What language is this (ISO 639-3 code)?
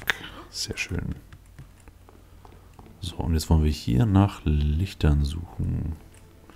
deu